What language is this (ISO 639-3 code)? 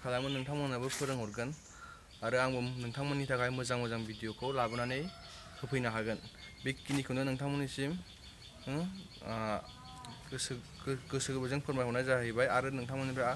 brx